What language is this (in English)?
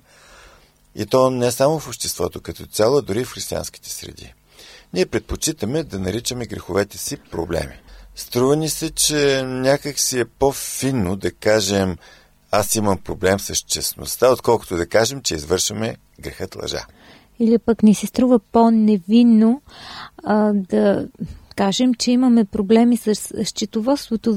Bulgarian